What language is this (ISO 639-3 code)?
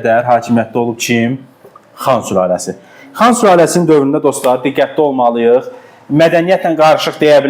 aze